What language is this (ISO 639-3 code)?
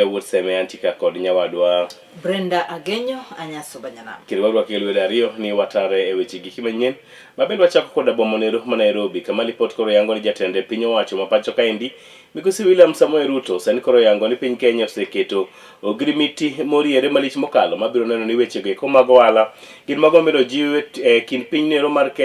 luo